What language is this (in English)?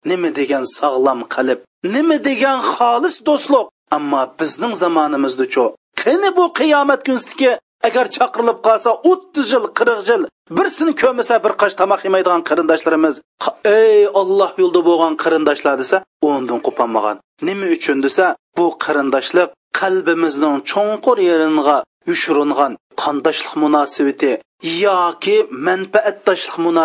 Uyghur